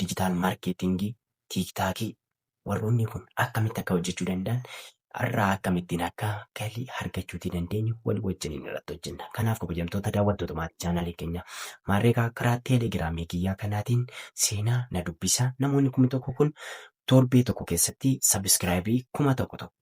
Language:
Oromo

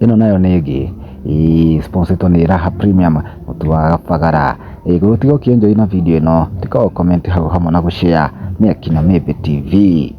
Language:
Kikuyu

